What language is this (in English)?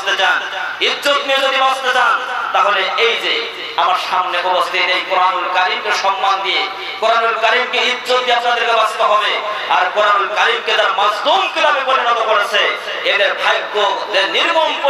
Bangla